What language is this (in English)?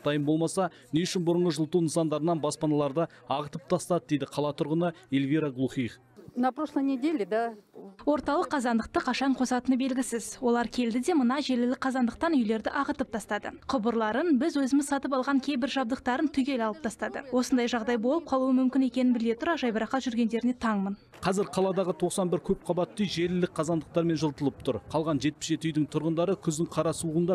Kazakh